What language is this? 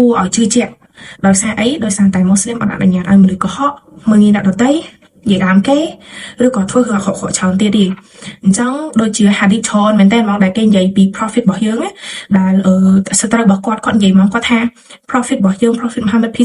Khmer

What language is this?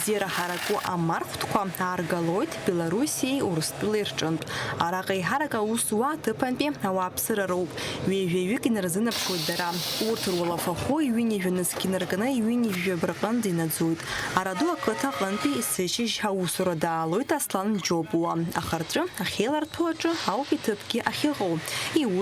Abkhazian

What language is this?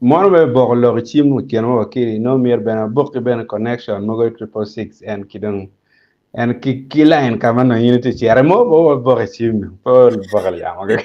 Acoli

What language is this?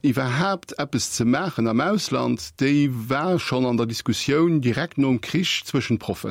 Luxembourgish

